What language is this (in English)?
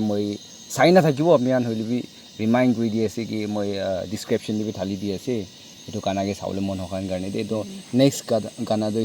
Naga Pidgin